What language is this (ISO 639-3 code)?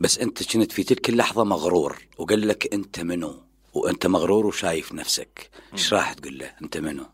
acm